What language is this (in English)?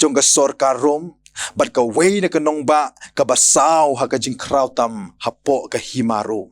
Khasi